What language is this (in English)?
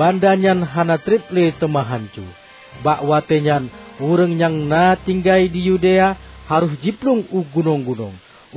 Achinese